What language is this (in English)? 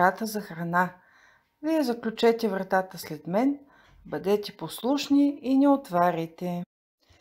Bulgarian